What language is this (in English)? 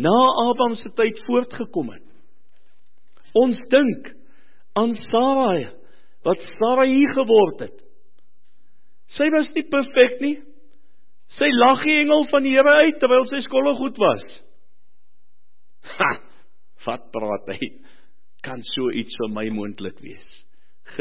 Afrikaans